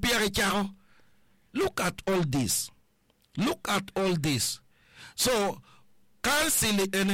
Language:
Acoli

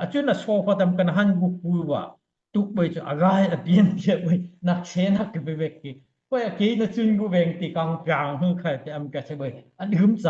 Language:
Daai Chin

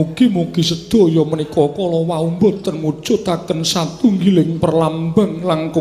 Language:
Javanese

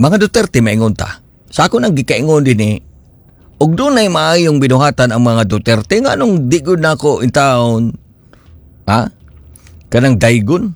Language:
Cebuano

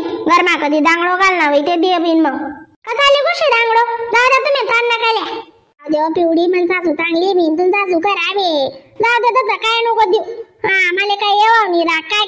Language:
Khandesi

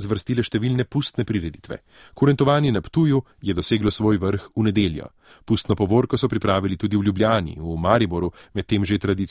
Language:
Slovenian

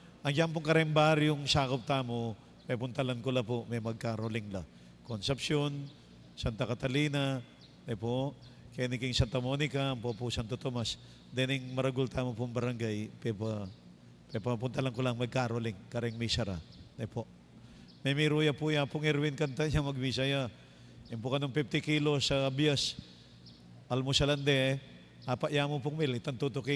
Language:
Pampanga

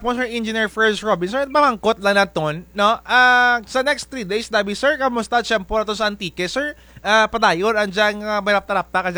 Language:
Kinaray-a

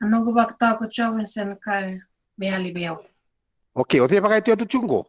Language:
Fijian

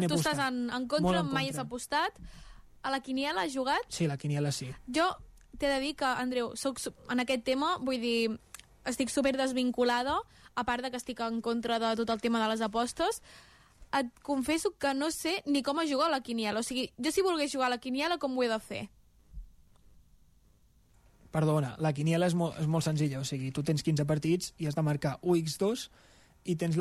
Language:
Catalan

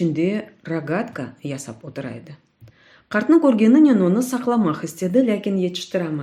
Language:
Crimean Tatar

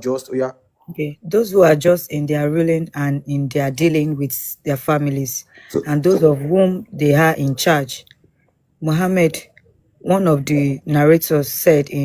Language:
Yoruba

